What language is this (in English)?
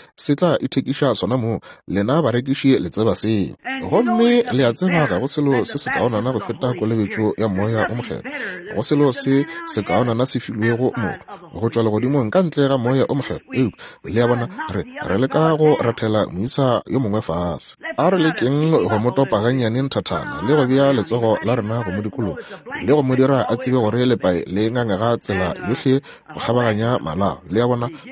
Northern Sotho